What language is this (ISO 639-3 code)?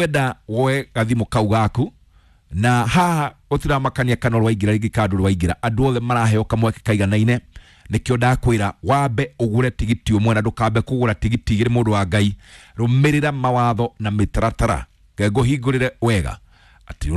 kik